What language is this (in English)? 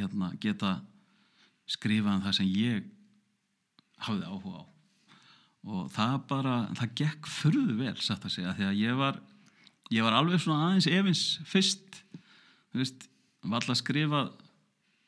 Icelandic